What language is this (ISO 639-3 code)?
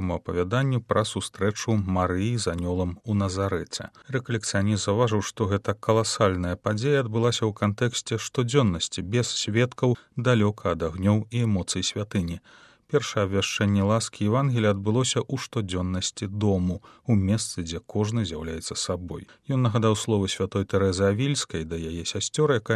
bel